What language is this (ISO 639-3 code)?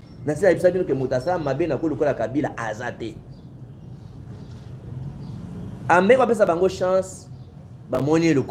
lin